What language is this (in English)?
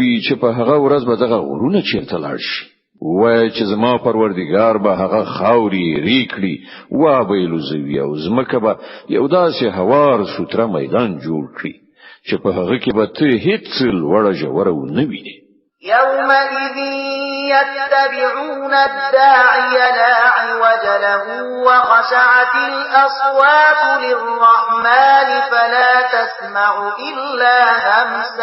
Pashto